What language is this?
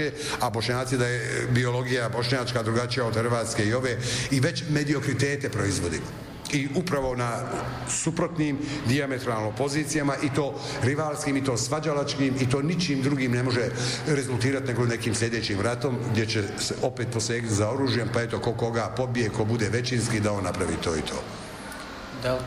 Bosnian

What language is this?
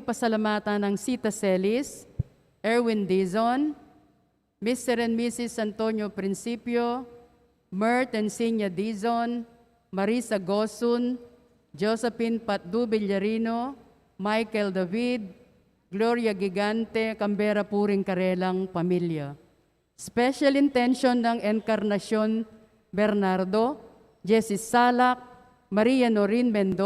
Pampanga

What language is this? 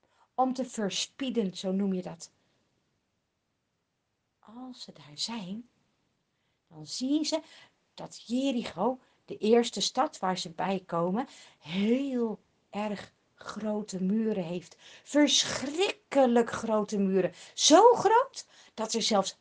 Dutch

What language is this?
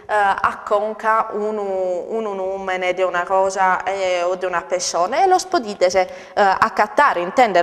Sardinian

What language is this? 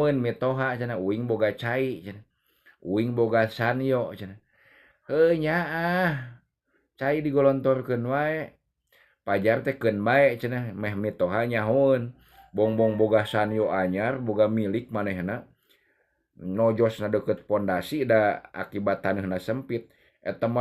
Sundanese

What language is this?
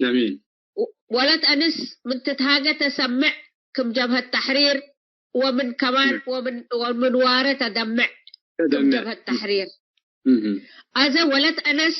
Tigre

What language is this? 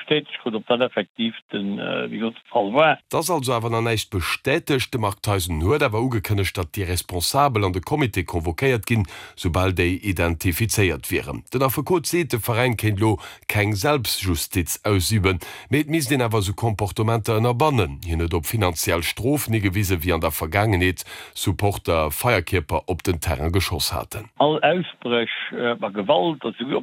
Luxembourgish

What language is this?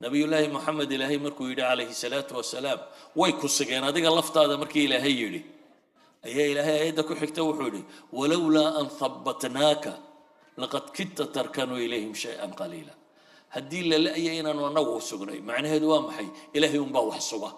Somali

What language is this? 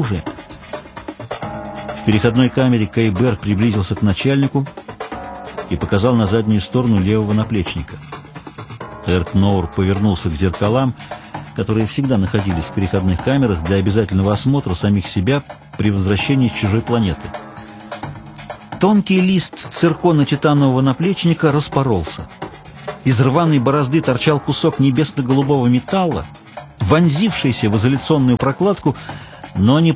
Russian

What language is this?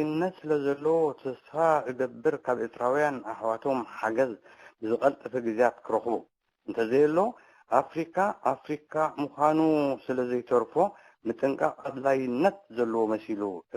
Tigrinya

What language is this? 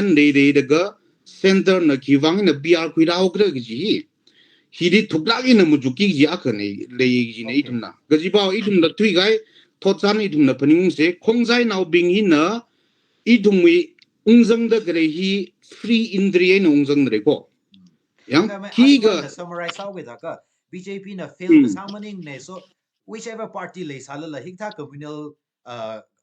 Tangkhul Naga (India)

